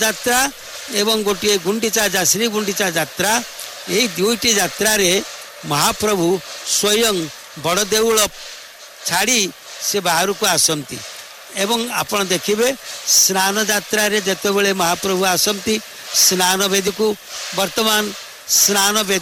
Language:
Odia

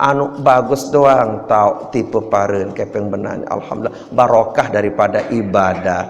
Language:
Sasak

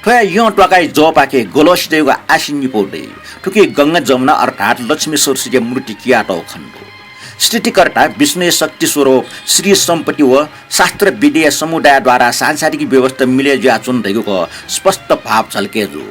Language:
Newari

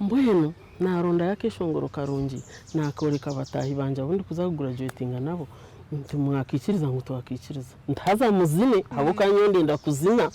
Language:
Nyankole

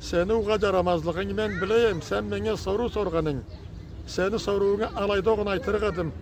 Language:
Karachay-Balkar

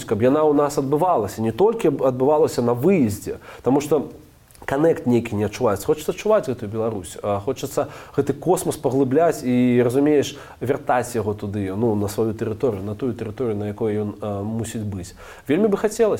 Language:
Belarusian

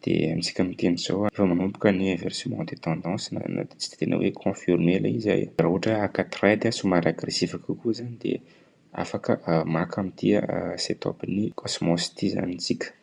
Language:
Malagasy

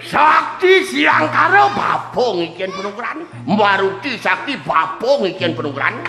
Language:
Balinese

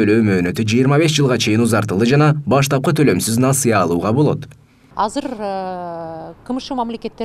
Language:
Kyrgyz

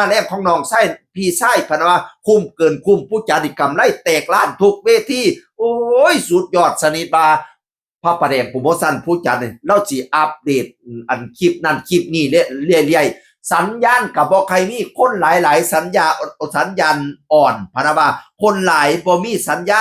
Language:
Northeastern Thai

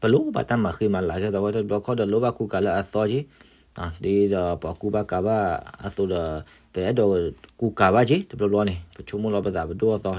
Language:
S'gaw Karen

